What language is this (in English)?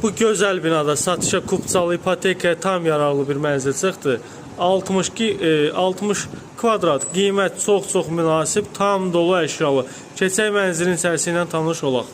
Azerbaijani